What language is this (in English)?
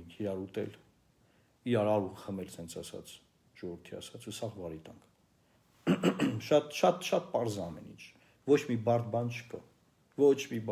Armenian